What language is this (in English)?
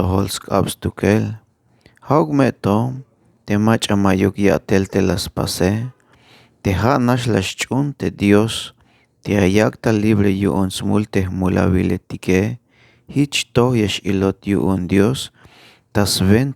Tzeltal